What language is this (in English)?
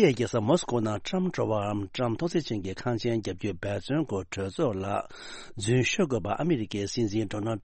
Tibetan